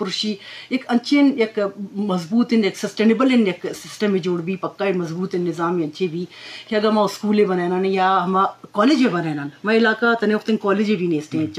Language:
Eastern Balochi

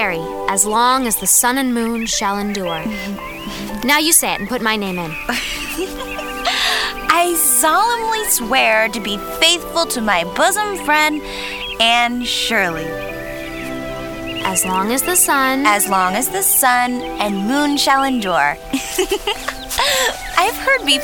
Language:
English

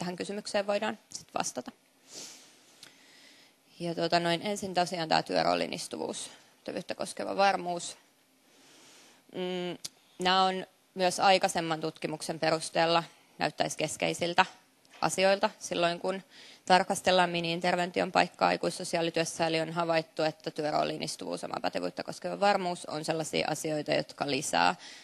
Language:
Finnish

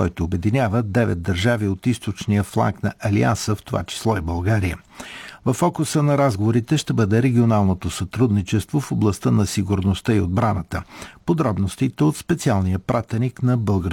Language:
Bulgarian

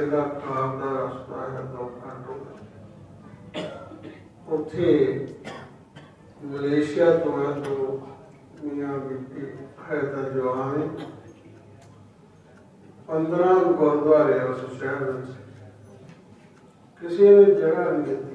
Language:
Punjabi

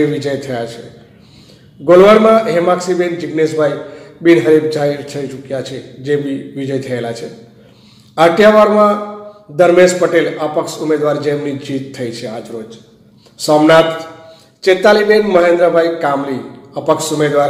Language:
Gujarati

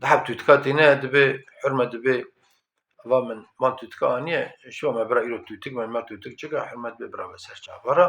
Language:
Kurdish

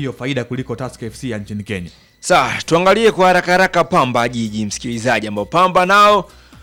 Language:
Swahili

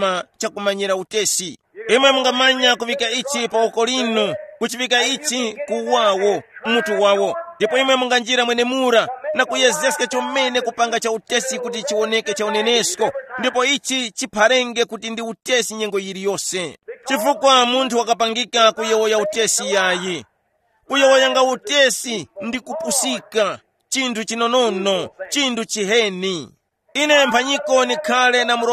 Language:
Tumbuka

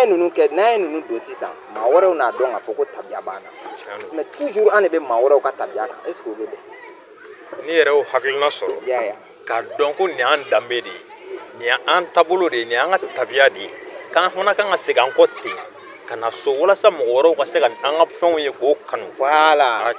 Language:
Bambara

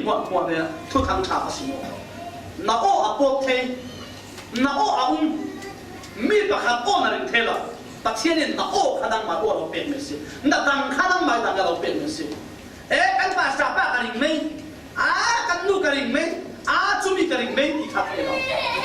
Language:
Falam Chin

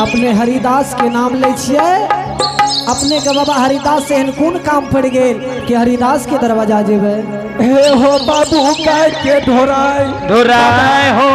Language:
Angika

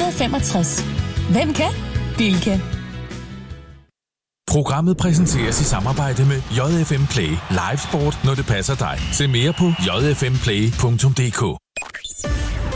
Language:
Danish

